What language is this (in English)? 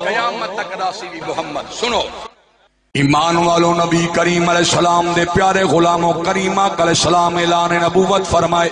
Saraiki